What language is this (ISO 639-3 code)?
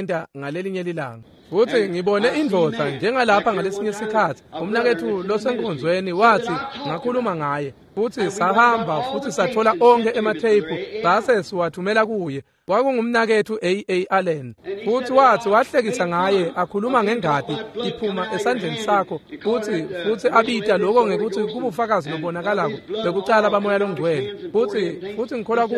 ssw